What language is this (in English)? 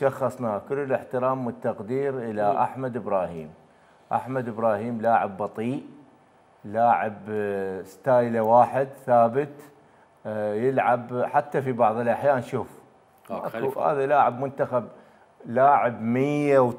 Mesopotamian Arabic